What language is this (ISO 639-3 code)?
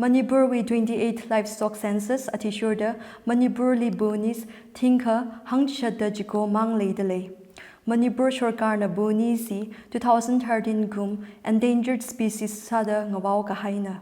nmf